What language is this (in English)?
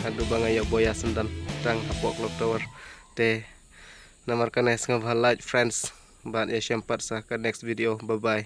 Khasi